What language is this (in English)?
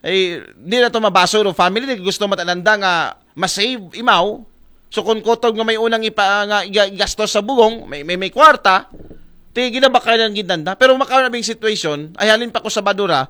Aklanon